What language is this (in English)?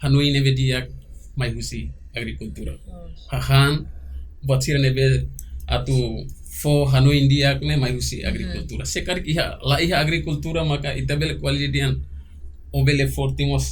Tetum